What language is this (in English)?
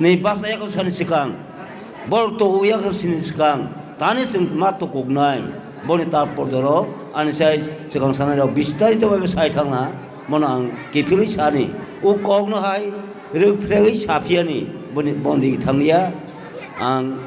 Kok Borok